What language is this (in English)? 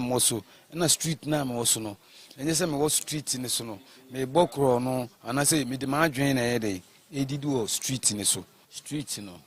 Akan